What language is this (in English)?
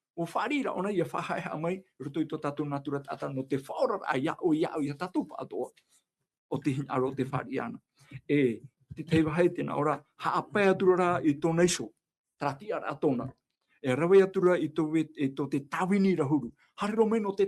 Tahitian